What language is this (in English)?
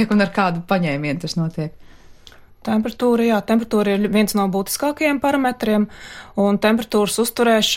Latvian